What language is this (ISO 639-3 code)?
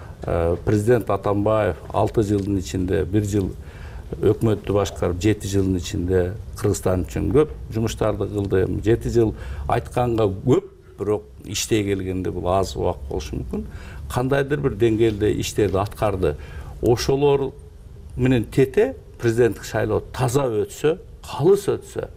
kir